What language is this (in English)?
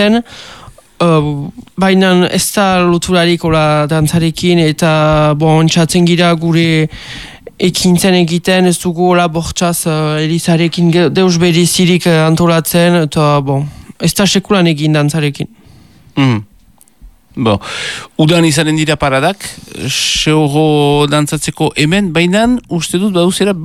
Basque